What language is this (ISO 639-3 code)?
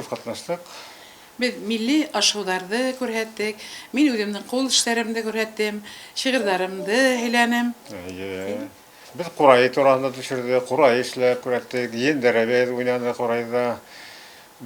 bak